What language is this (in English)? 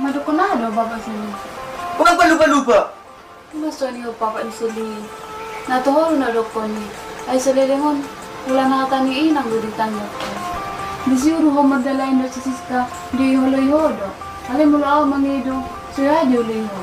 Batak Toba